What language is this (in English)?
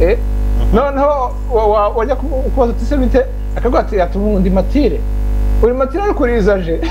Kinyarwanda